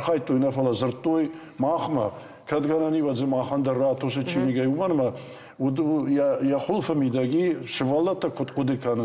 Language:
Ossetic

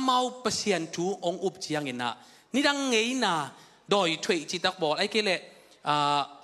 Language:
Tedim Chin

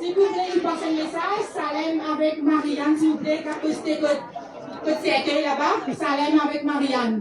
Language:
Morisyen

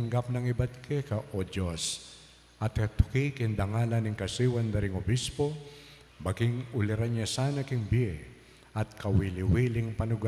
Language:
Pampanga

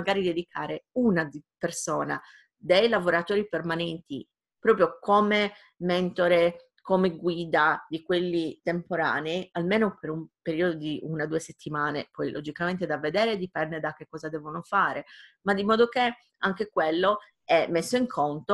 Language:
Italian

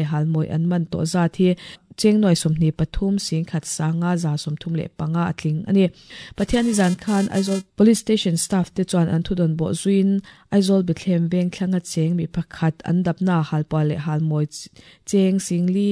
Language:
Mizo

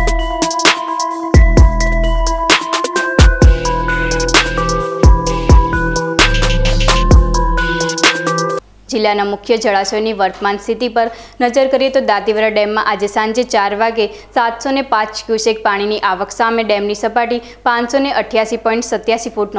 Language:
Gujarati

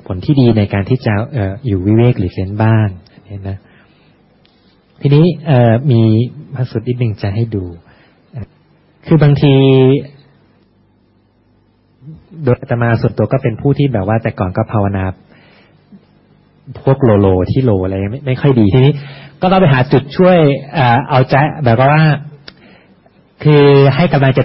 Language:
Thai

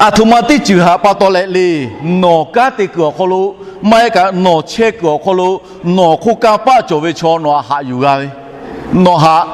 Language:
Lahu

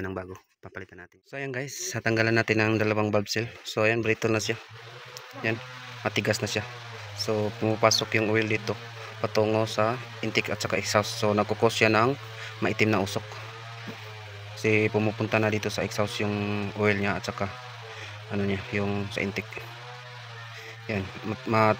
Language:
Filipino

